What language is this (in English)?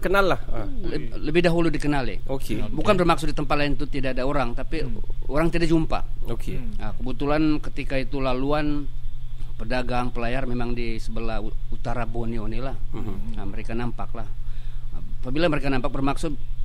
Malay